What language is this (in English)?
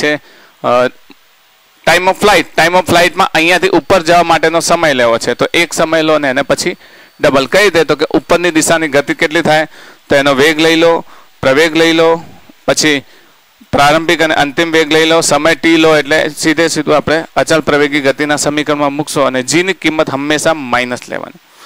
Gujarati